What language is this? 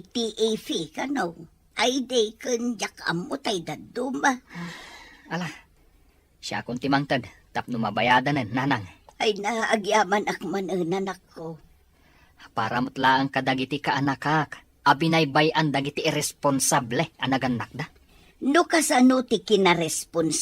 Iloko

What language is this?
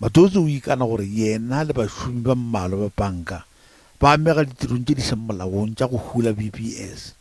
Northern Sotho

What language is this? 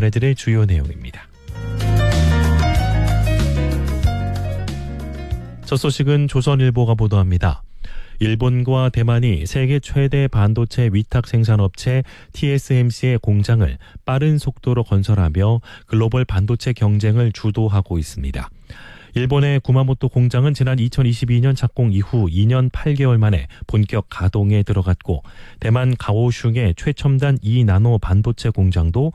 Korean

